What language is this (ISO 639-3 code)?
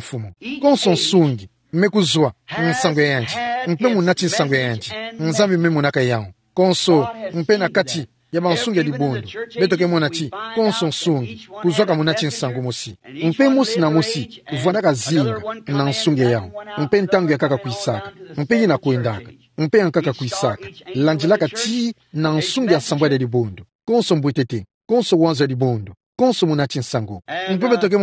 ktu